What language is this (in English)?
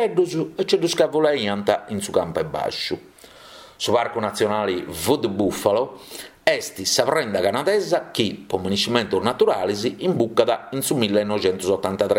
Sardinian